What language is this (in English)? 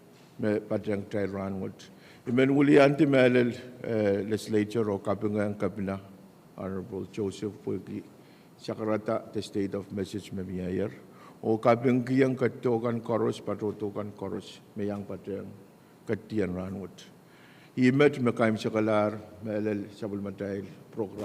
Pohnpeian